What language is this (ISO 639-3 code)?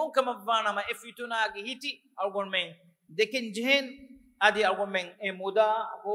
div